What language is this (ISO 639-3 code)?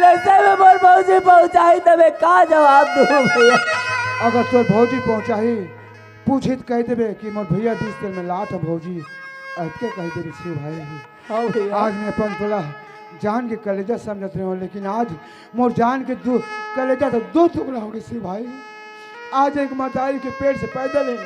hne